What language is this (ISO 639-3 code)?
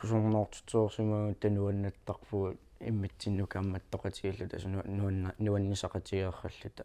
kal